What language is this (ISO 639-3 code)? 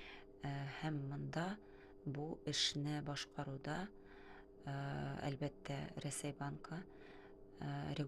tat